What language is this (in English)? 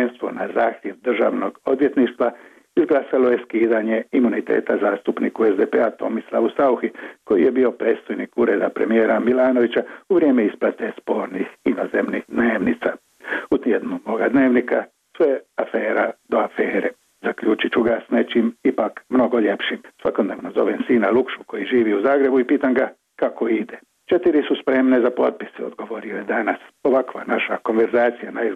Croatian